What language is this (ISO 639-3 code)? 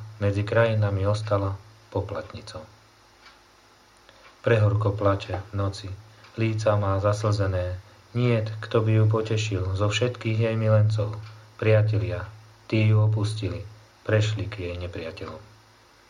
slk